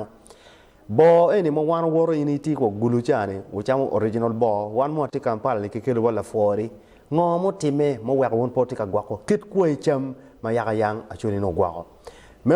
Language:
Acoli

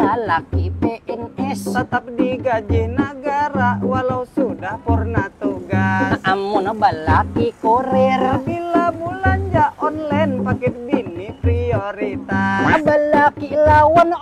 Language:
Banjar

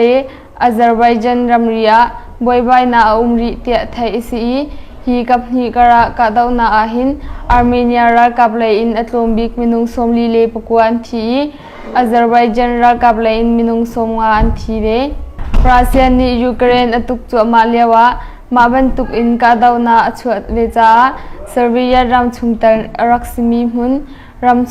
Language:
Hakha Chin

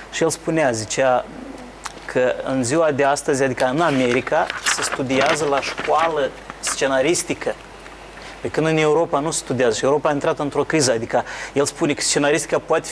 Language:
Romanian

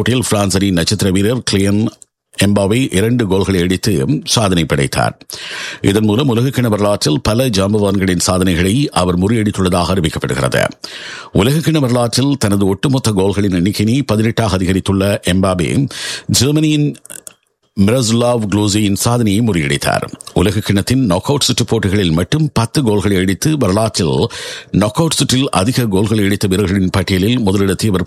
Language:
Tamil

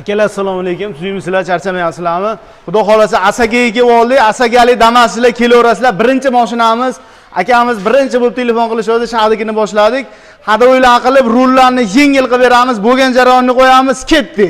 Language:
Uzbek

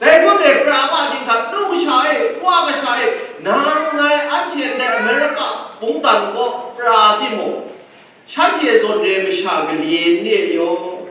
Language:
Kachin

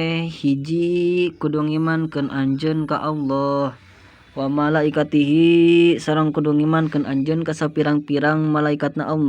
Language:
Sundanese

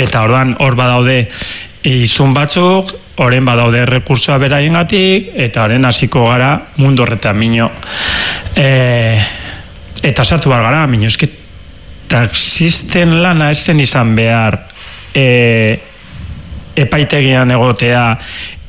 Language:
Basque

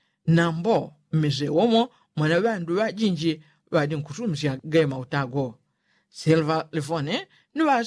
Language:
Yao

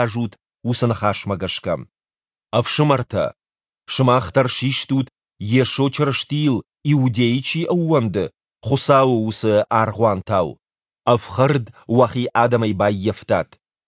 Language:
Ossetic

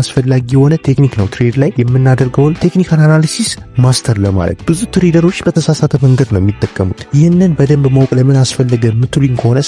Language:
Amharic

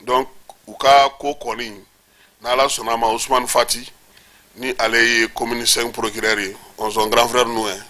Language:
Bambara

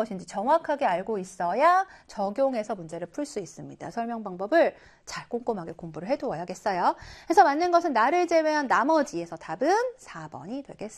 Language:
Korean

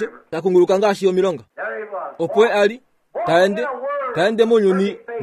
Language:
Kuanyama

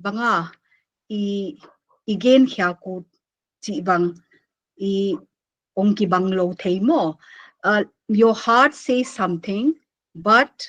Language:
Paite Chin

